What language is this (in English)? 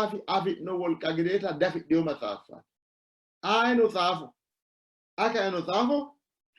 Sidamo